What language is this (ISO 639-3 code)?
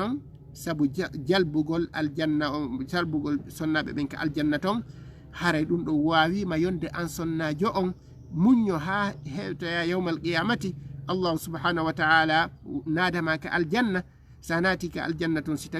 ful